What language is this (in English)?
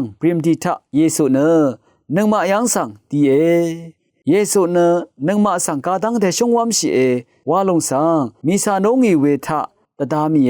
Rawang